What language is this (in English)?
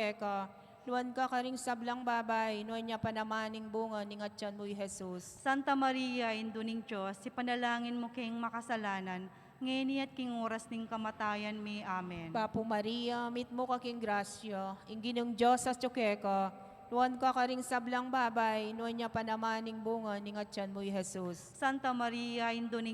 Pampanga